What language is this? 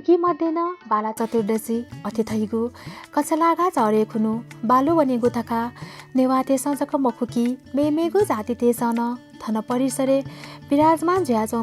Newari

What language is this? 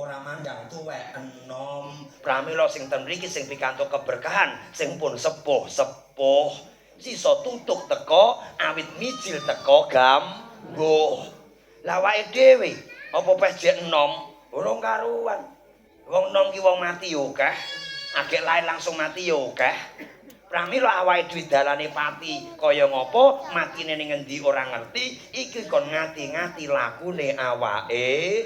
Javanese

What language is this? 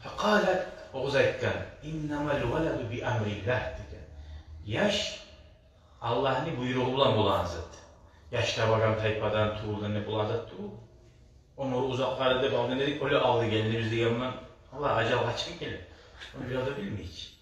Kumyk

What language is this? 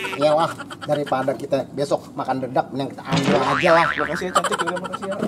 Betawi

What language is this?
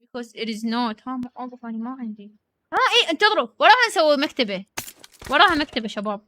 Mesopotamian Arabic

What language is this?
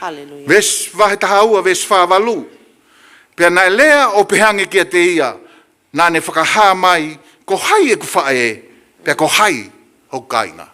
Tongan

